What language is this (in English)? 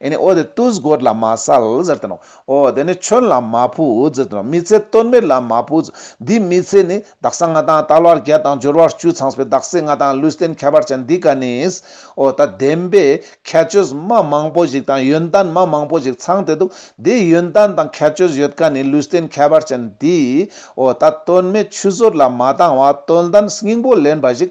Ladakhi